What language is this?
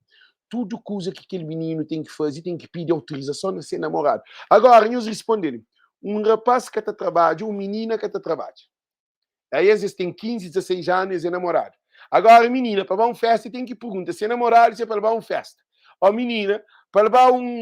Kabuverdianu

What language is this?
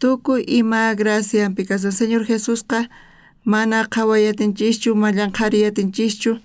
South Bolivian Quechua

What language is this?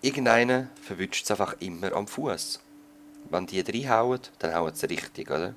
Swiss German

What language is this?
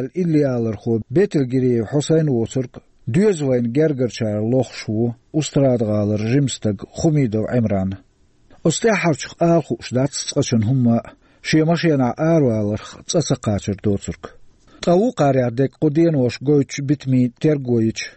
Chechen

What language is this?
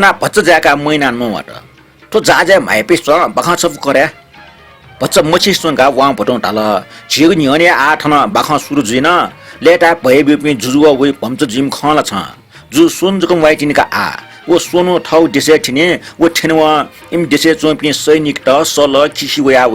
Newari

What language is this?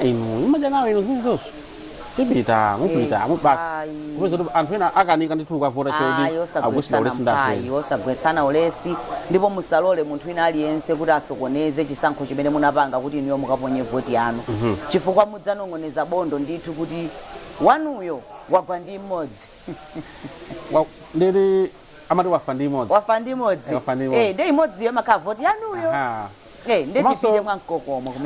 Nyanja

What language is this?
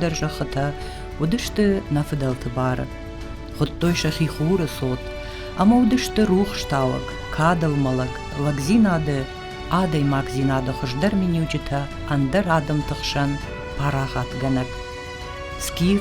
Ossetic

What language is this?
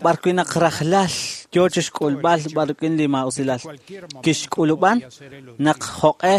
Kekchí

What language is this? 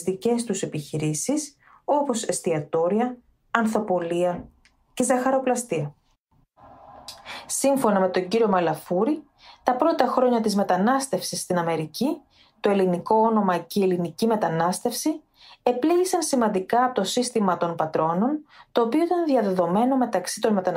Greek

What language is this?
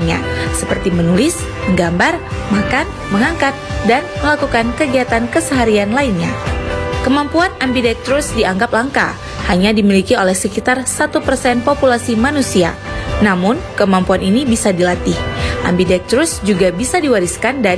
Indonesian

